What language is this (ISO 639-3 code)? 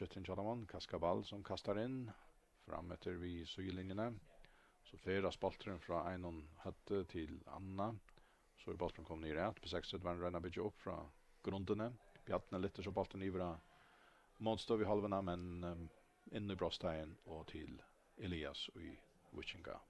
fao